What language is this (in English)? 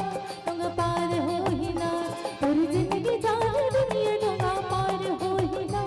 Chhattisgarhi